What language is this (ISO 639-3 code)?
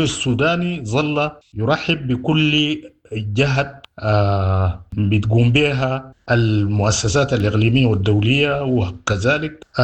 apd